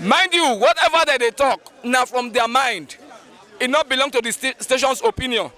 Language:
Nigerian Pidgin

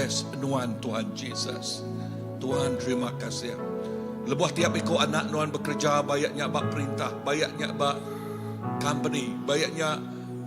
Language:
Iban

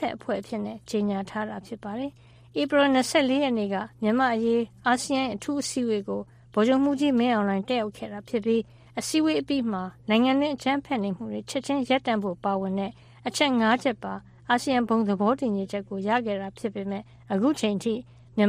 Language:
Burmese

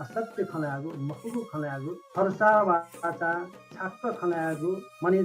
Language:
Newari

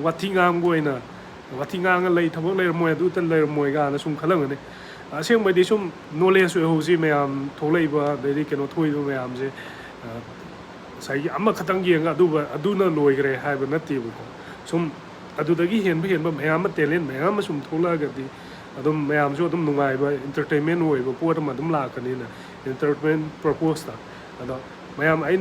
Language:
Manipuri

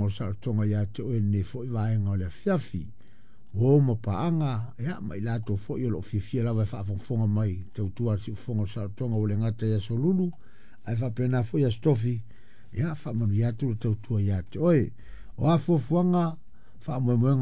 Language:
Samoan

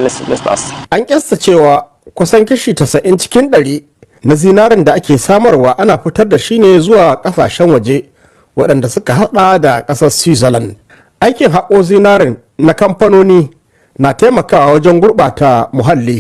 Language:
Hausa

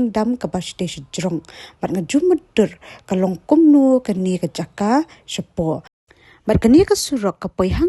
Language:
Khasi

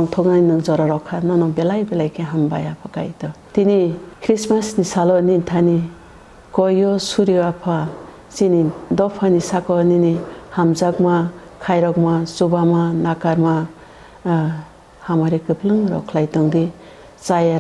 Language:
Kok Borok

